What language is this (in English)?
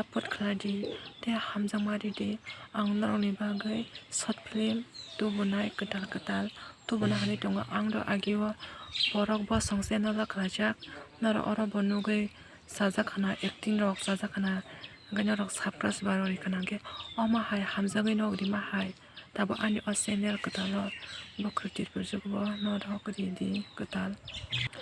Kok Borok